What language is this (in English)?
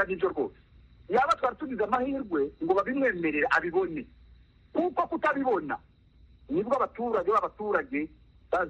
Kinyarwanda